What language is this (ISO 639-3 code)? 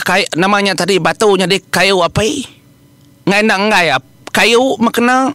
iba